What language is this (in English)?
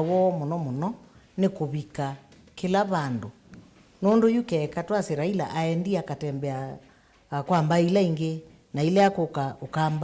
Kamba